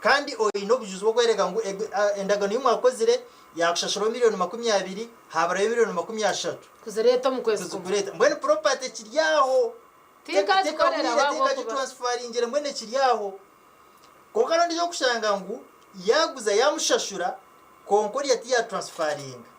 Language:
Nyankole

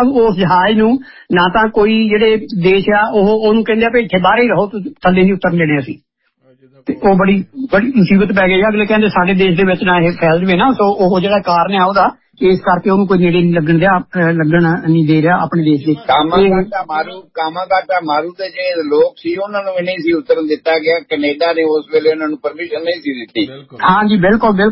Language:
Punjabi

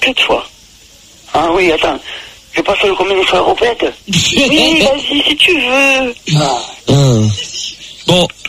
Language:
French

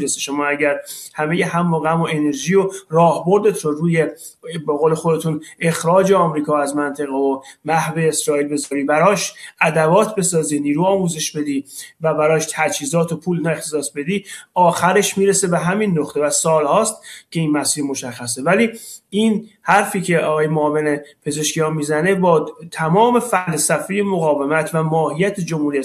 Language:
Persian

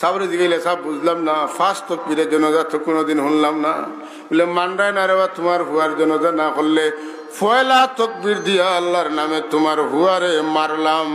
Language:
Sylheti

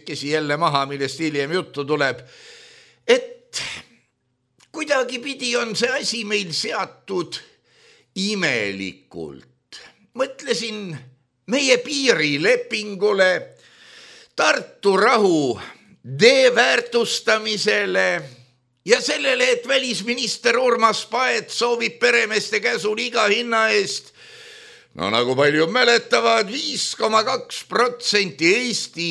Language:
Estonian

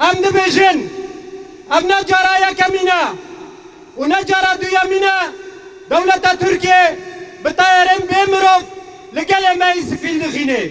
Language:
Kurdish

